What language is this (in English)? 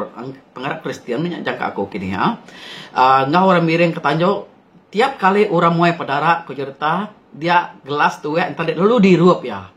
Iban